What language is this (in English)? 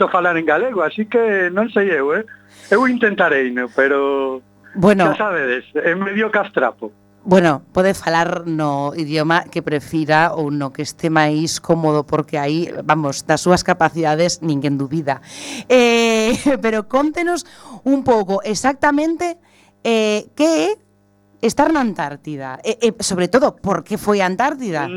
Galician